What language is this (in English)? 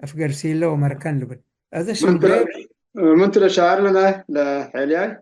Tigre